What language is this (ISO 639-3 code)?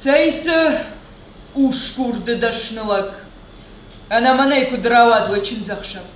oss